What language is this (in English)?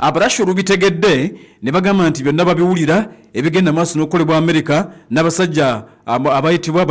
Ganda